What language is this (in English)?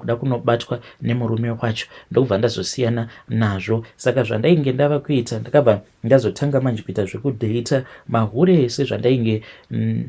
Shona